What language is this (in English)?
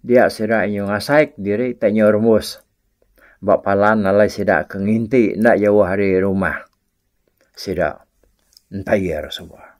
Iban